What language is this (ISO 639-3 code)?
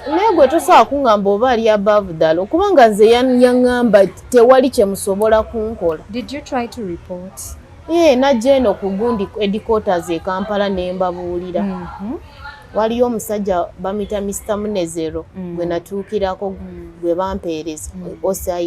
lug